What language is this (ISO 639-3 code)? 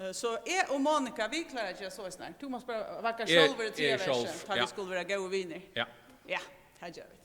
fao